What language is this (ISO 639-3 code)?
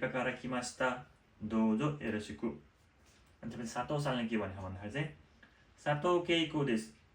nep